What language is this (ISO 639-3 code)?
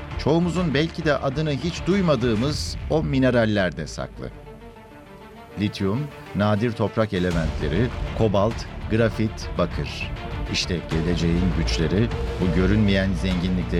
tur